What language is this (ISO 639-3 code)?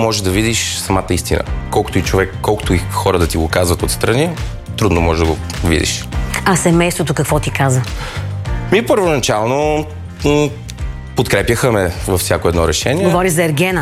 bul